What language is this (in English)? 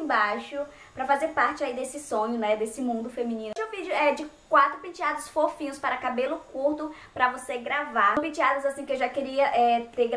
Portuguese